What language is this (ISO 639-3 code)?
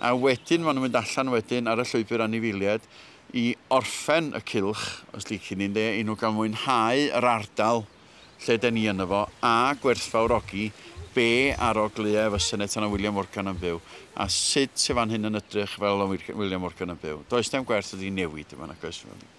cym